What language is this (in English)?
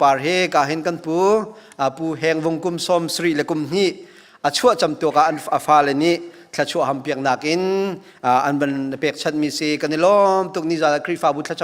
Hakha Chin